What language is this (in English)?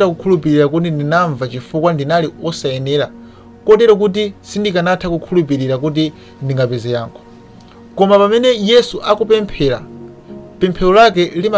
Nyanja